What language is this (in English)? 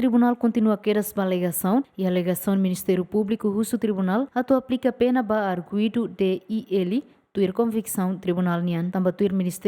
Tetum